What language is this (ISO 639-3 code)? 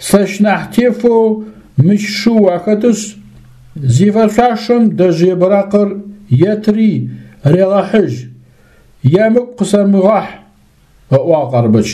ady